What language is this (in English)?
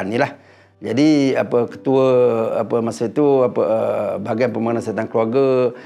Malay